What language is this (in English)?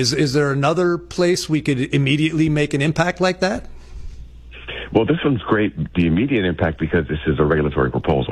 English